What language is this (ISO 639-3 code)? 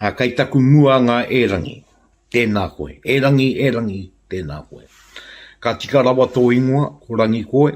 mri